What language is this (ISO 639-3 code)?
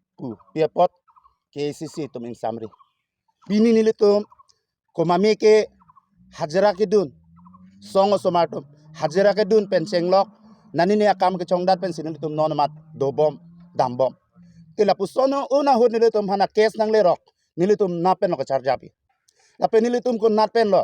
mjw